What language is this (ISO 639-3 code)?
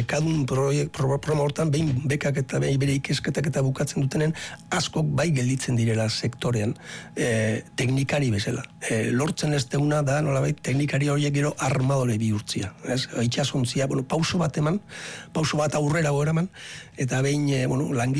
eus